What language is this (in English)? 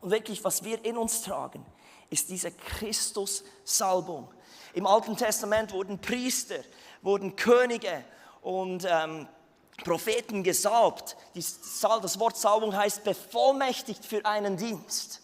Swiss German